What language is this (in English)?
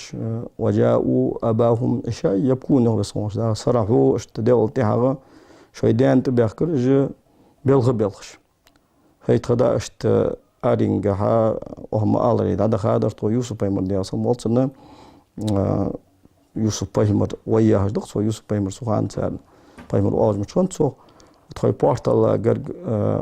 Ingush